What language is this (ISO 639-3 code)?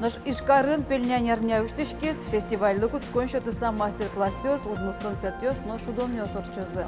udm